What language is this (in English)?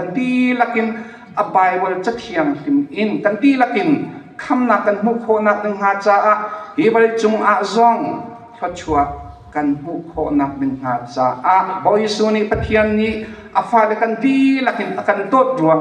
Hakha Chin